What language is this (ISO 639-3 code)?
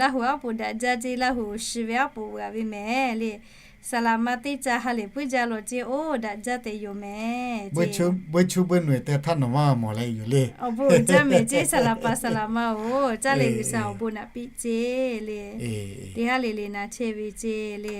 lhu